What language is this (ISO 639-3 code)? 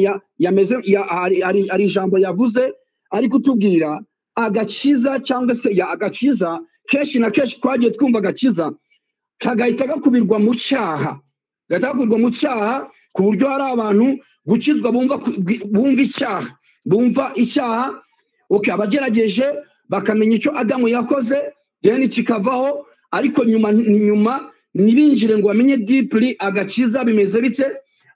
kin